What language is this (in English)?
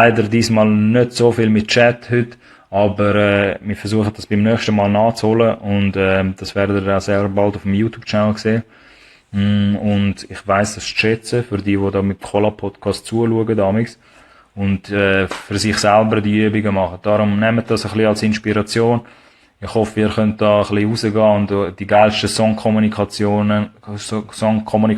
Swiss German